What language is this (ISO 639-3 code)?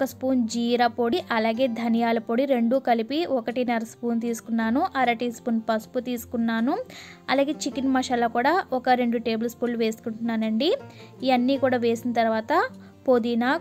tel